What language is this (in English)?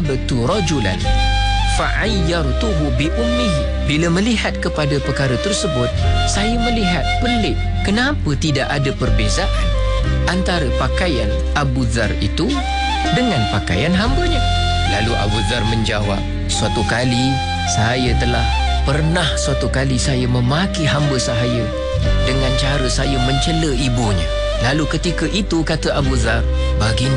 Malay